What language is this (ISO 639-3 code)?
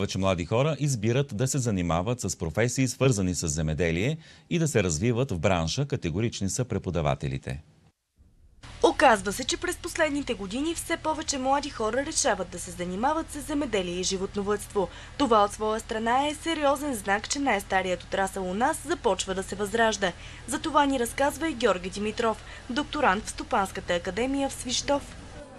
bul